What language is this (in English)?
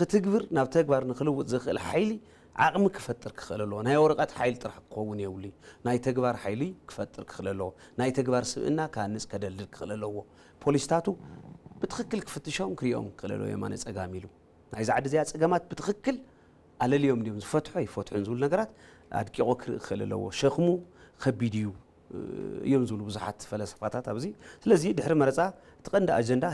Tigrinya